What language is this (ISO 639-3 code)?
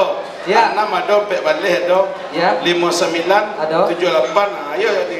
min